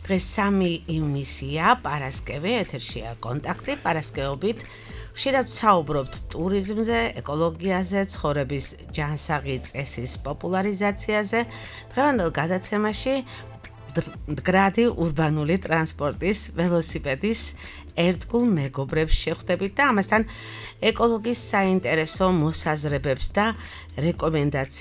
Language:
Georgian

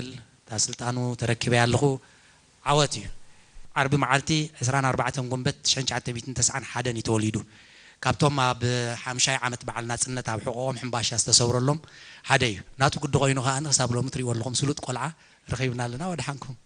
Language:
Tigrinya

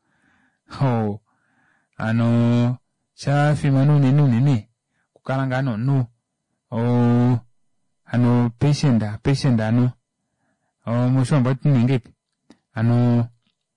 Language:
Kuanyama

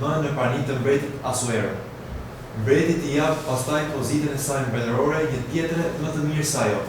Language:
Albanian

